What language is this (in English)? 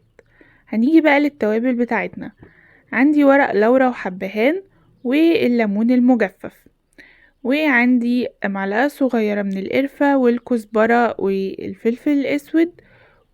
Egyptian Arabic